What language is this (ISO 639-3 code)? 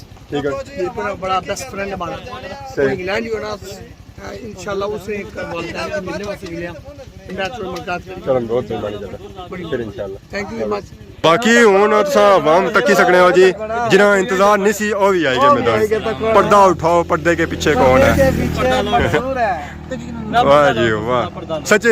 phr